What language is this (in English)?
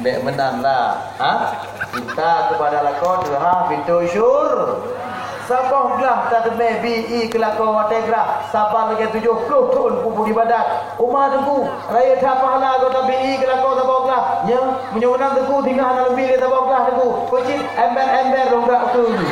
Achinese